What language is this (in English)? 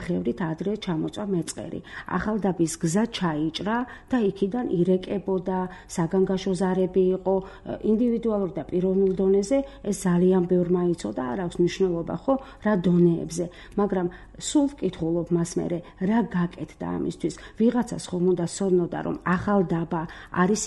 Georgian